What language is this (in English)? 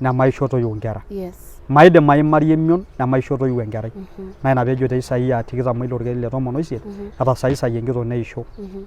Masai